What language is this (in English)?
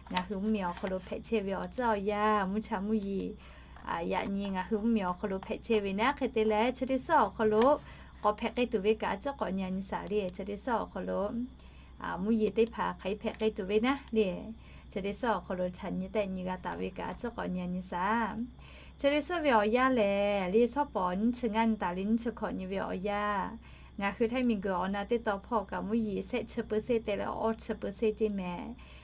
Lahu